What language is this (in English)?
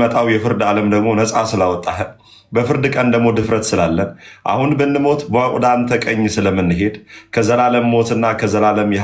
Amharic